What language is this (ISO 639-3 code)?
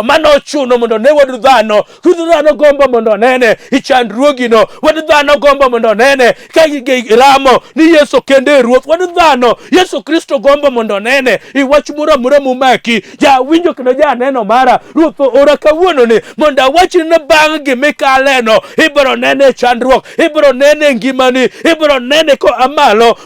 luo